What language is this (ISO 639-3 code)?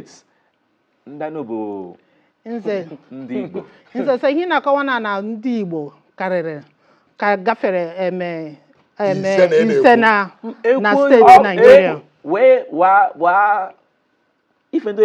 ibo